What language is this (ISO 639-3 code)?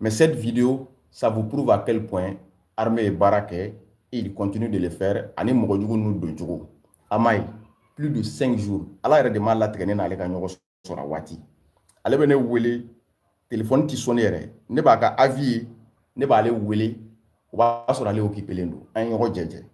bam